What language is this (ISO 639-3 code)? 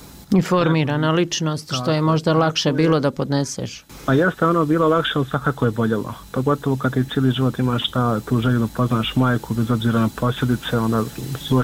bos